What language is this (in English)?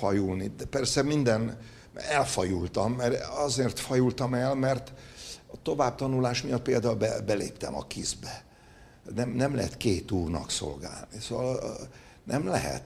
Hungarian